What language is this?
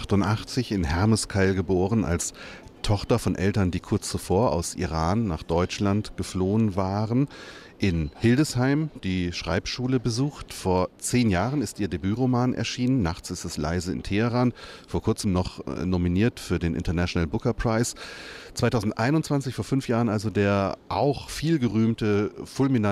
German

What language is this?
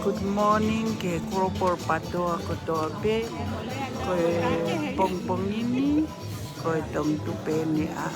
Tongan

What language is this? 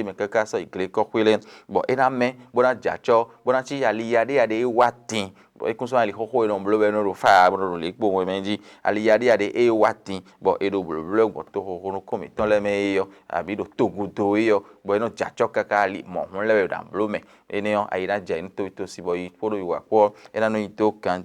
Fon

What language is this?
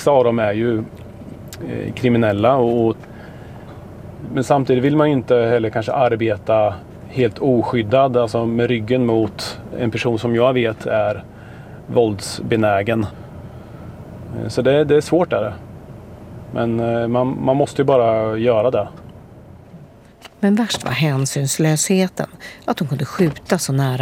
Swedish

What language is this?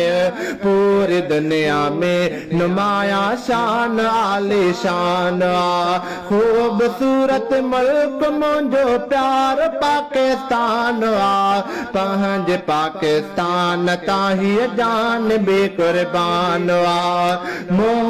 Sindhi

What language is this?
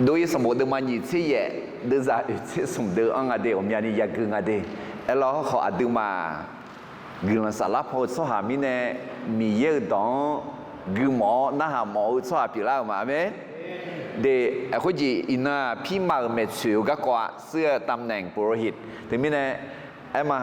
Akha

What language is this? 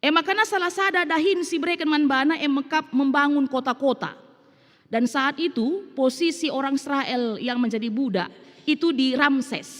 Batak Karo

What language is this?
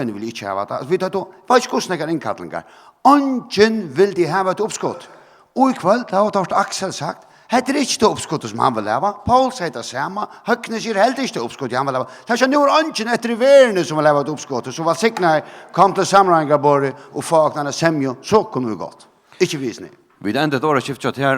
Faroese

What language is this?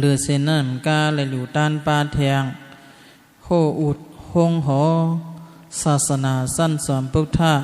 Shan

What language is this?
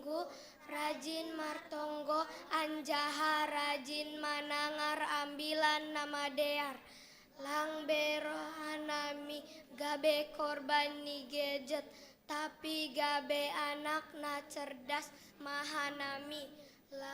Batak Simalungun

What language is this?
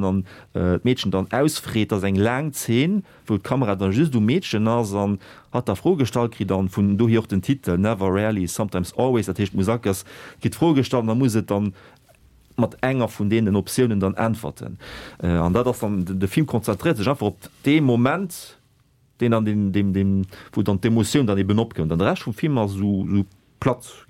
Luxembourgish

